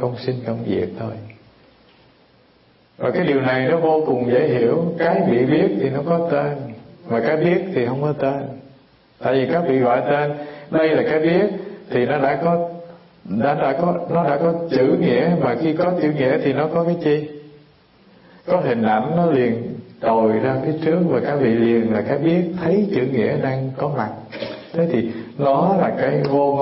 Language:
Vietnamese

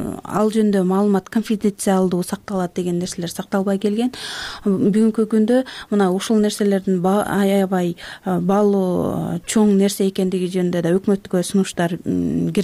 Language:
Kyrgyz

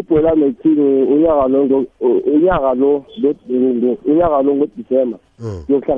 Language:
South Ndebele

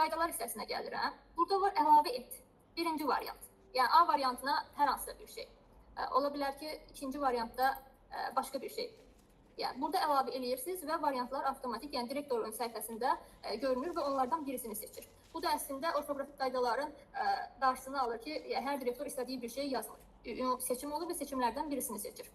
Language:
Azerbaijani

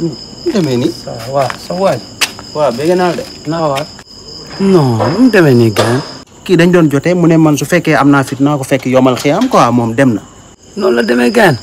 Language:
Wolof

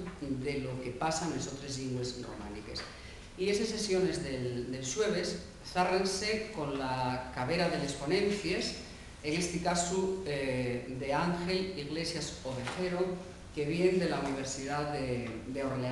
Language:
Asturian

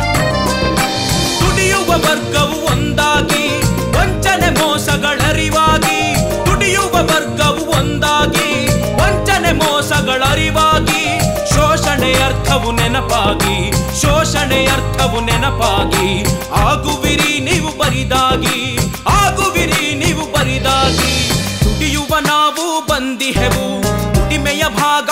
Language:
Kannada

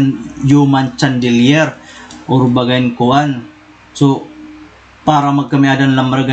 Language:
Waray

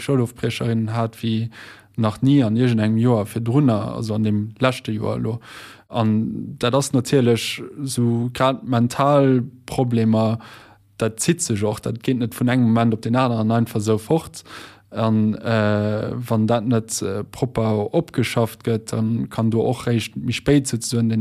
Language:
Luxembourgish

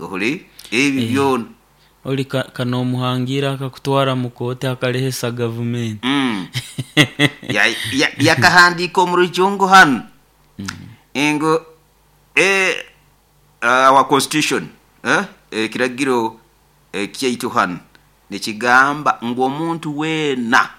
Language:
Nyoro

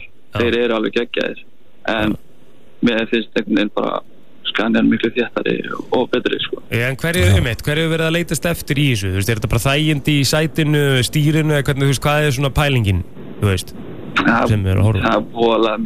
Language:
Icelandic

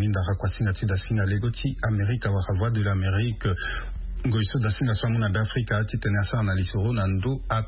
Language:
Sango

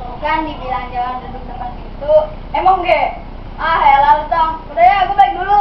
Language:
Betawi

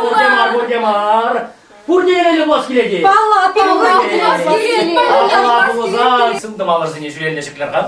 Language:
Chuvash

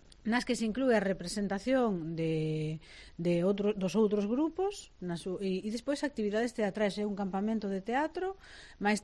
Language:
Galician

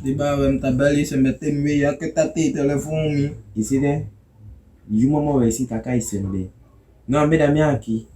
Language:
Saramaccan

